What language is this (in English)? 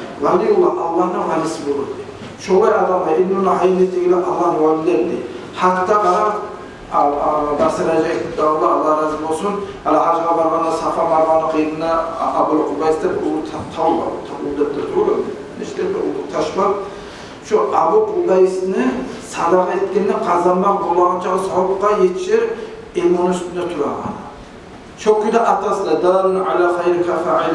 Kumyk